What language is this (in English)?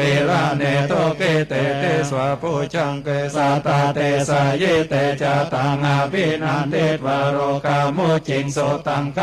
Pali